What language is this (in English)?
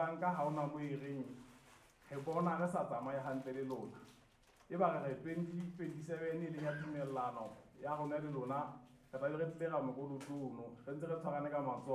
Southern Sotho